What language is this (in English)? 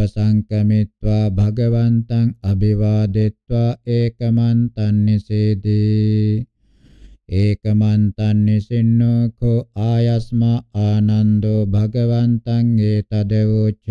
Pali